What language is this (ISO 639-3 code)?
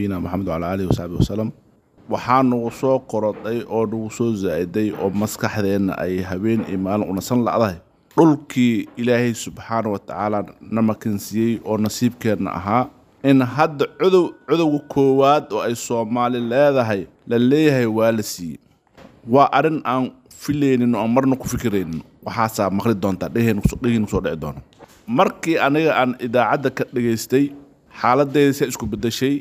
som